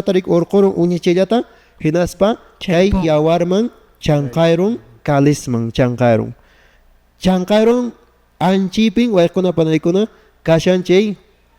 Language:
Quechua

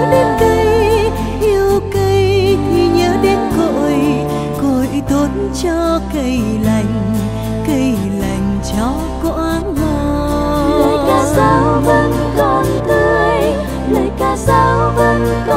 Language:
Vietnamese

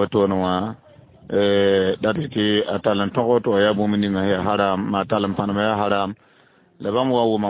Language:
Mossi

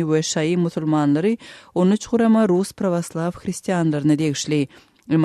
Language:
Turkmen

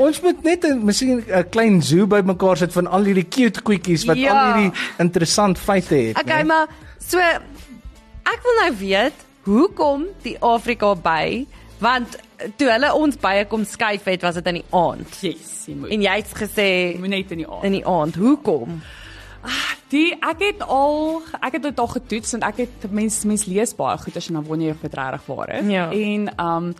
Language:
Afrikaans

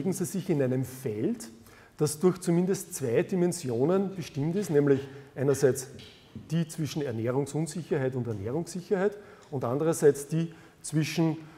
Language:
German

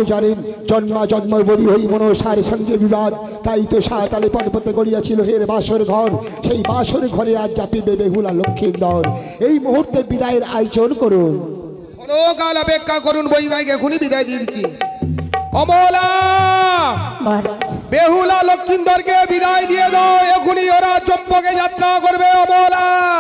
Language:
Bangla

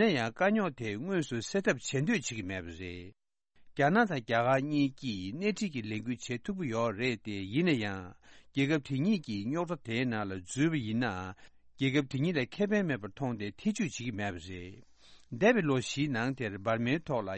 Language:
Tibetan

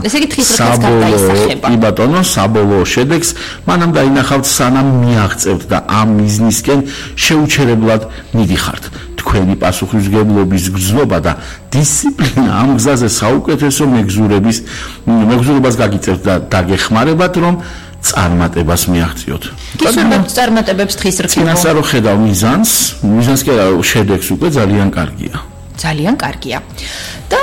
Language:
Georgian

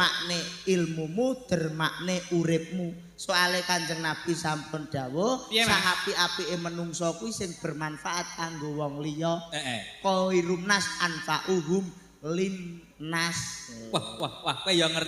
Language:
Javanese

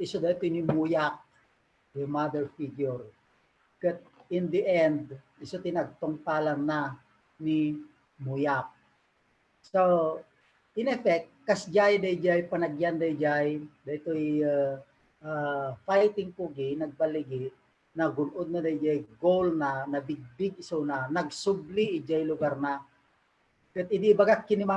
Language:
Iloko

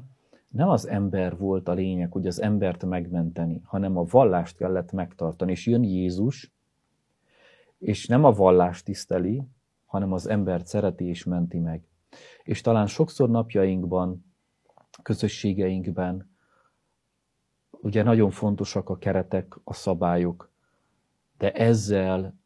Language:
Hungarian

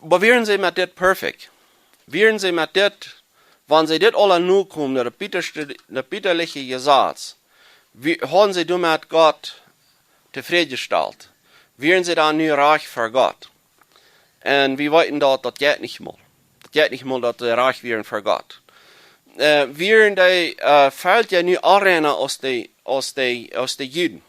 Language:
Plautdietsch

